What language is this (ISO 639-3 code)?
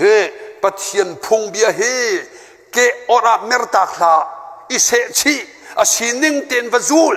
cnh